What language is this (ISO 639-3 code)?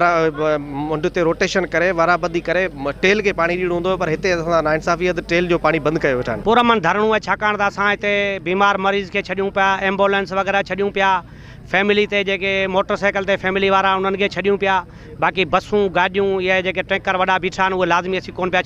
snd